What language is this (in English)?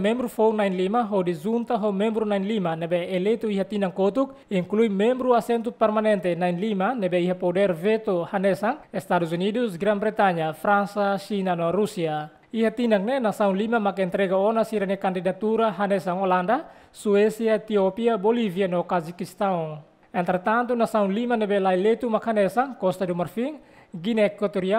Tetum